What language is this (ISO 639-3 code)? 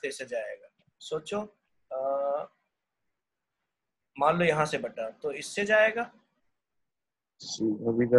hin